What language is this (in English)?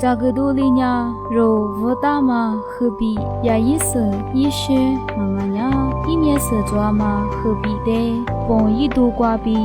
Lisu